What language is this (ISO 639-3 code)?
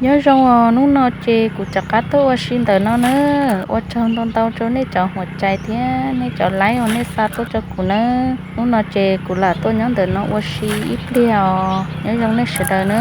hmn